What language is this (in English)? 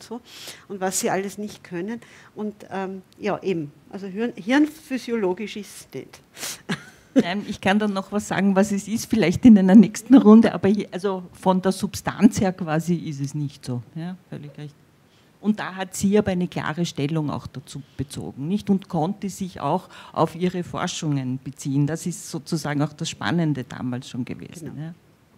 German